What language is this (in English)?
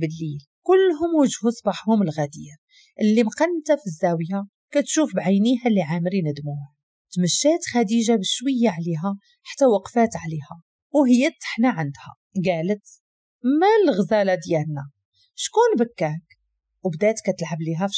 Moroccan Arabic